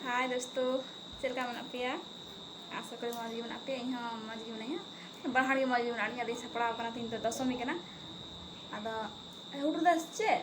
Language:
Santali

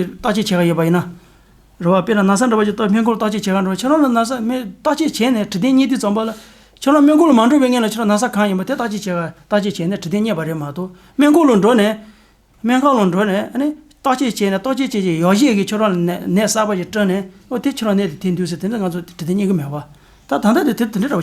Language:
Tibetan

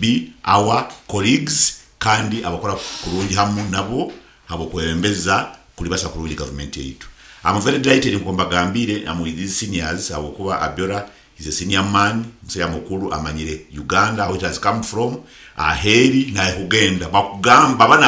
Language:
Nyoro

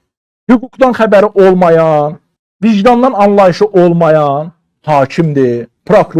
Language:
Azerbaijani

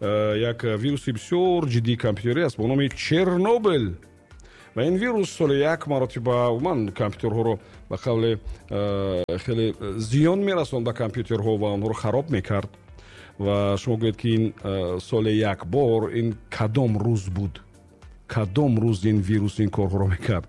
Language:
Tajik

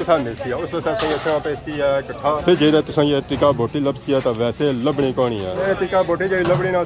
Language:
Pahari-Potwari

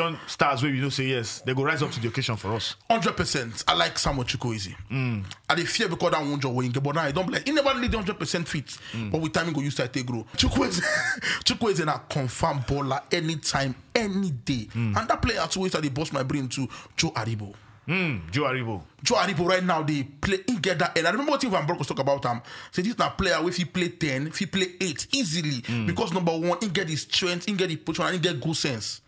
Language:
Nigerian Pidgin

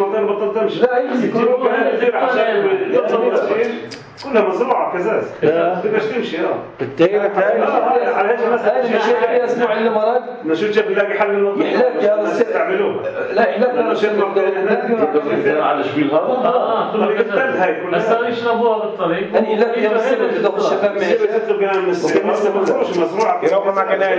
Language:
North Levantine Arabic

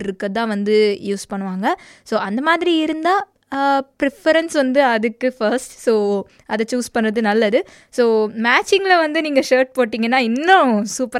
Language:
Tamil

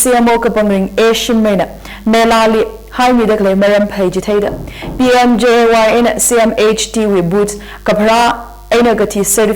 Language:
Tangkhul Naga (India)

